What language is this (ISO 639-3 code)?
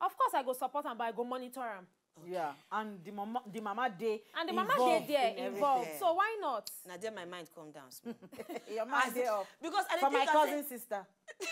pcm